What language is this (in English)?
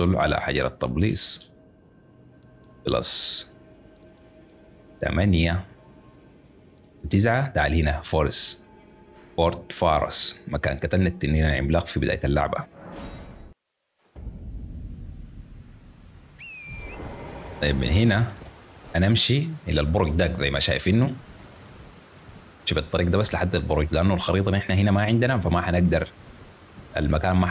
Sudanese Arabic